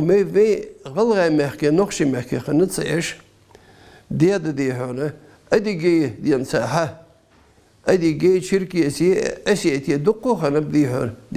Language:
Ingush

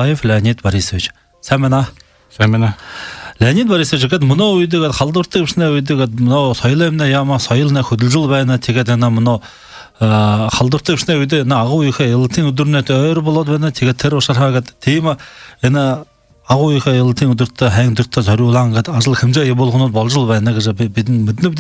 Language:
Buriat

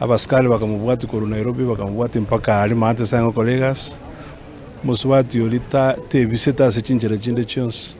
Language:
Gusii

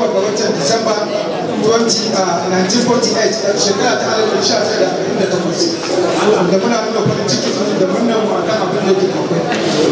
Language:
Hausa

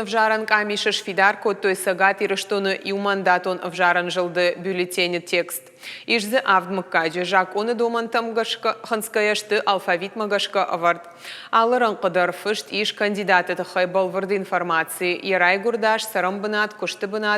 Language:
Ossetic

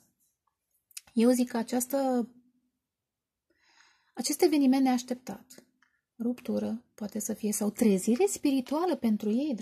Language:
Romanian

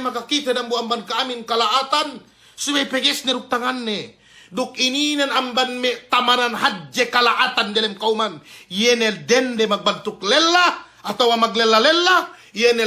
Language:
Yakan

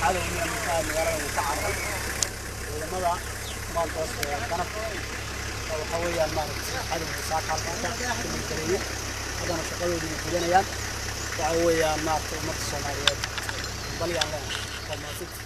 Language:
Somali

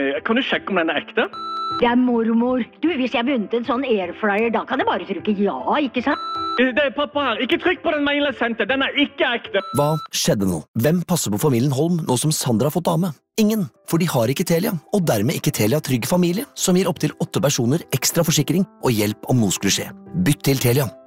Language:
Norwegian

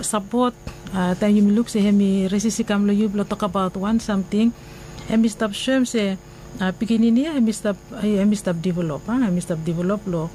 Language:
Bislama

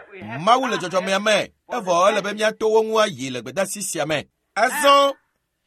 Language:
Ewe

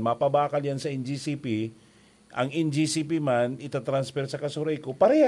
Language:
Bikol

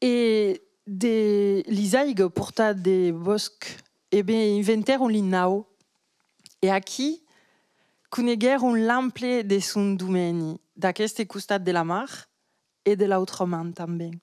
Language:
Occitan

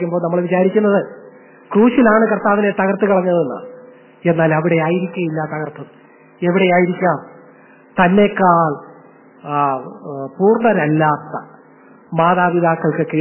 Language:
Malayalam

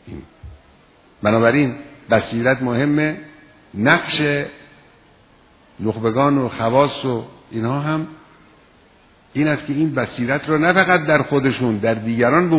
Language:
Persian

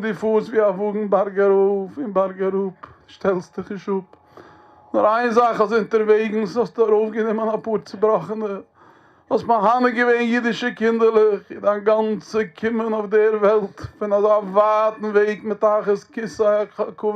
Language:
Yiddish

